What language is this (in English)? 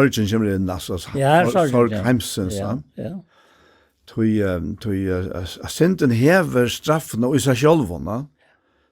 Faroese